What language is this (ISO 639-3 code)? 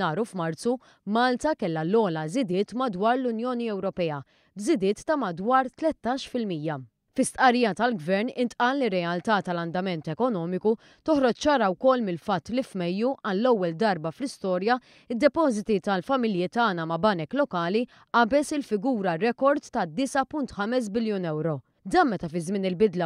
mlt